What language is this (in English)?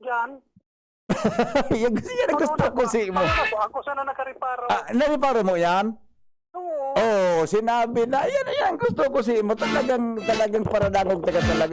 Bikol